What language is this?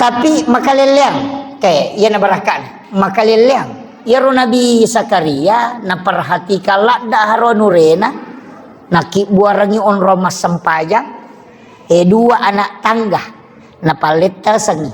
Buginese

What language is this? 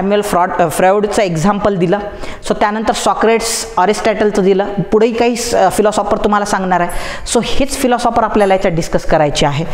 Marathi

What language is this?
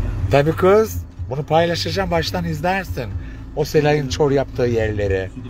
Turkish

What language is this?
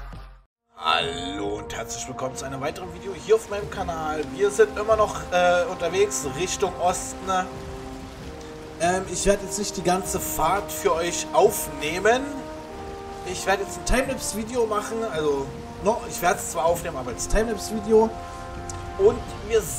German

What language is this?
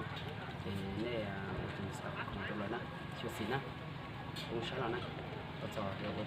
Hmong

